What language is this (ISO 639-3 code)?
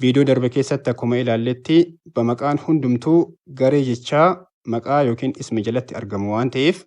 orm